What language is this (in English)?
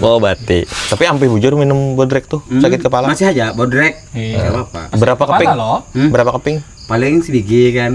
Banjar